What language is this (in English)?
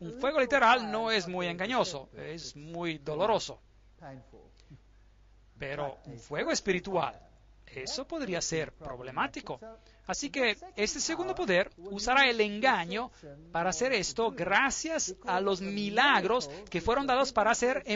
Spanish